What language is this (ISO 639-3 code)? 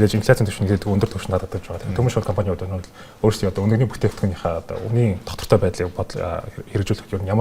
mon